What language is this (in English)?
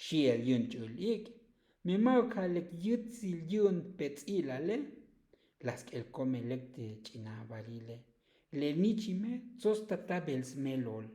Tzotzil